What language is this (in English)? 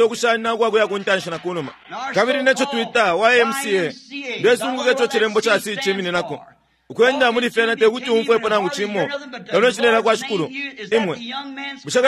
Bemba